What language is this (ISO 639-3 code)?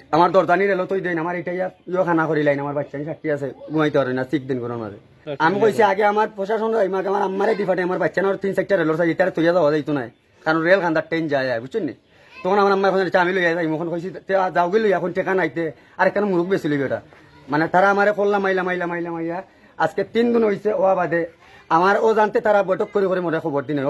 syl